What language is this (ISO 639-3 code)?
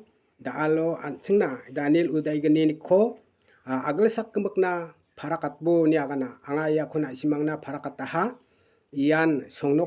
grt